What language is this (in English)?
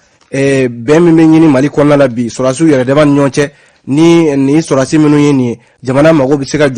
Bambara